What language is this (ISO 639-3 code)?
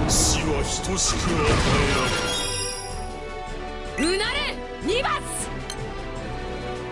jpn